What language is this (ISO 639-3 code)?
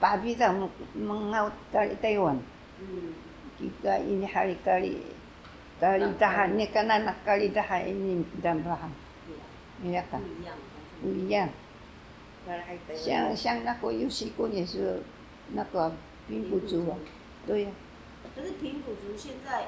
trv